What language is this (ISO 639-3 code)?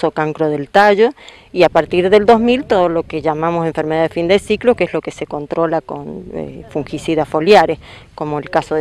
spa